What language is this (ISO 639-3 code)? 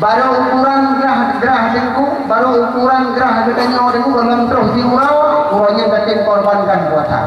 ace